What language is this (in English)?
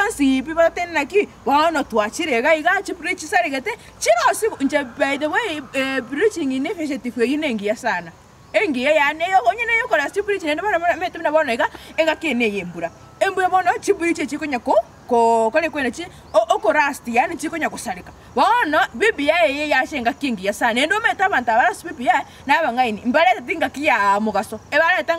Gusii